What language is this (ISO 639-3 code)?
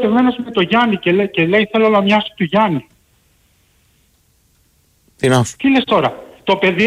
ell